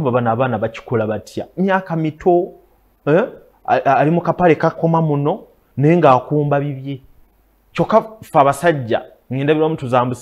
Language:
Ganda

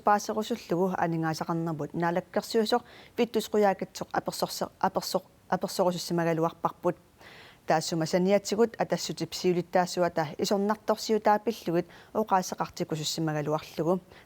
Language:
Kalaallisut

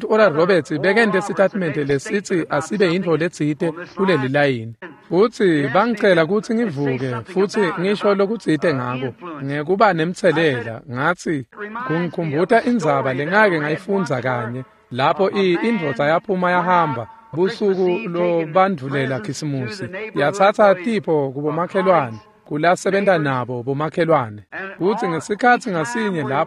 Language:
Swati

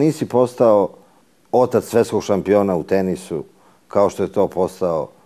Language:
Serbian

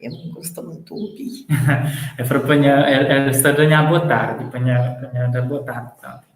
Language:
Kabuverdianu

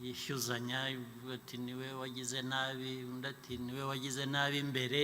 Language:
Kinyarwanda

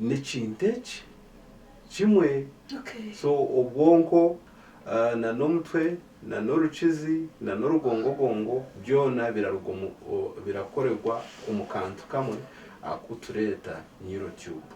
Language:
Nyankole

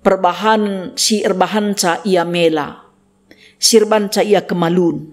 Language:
Batak Karo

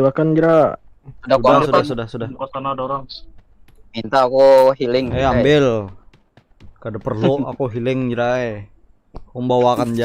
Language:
Banjar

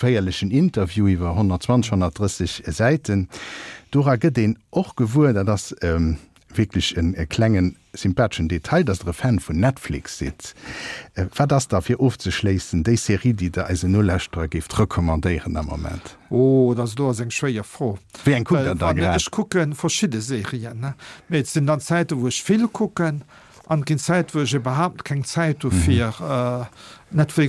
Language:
Luxembourgish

